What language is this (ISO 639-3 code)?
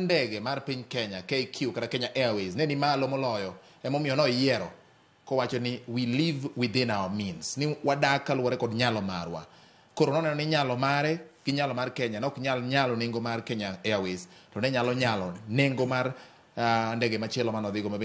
luo